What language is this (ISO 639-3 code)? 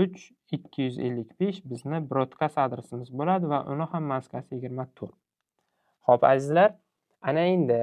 uzb